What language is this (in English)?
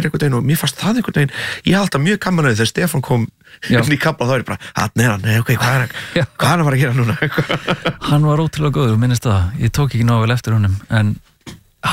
Icelandic